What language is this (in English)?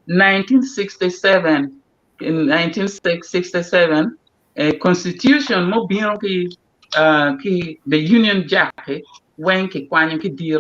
Acoli